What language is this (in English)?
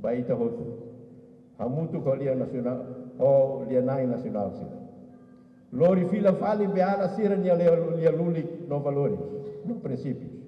Tetum